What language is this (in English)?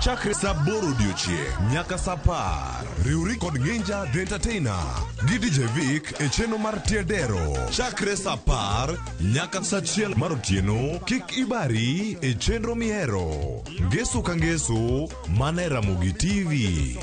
Luo (Kenya and Tanzania)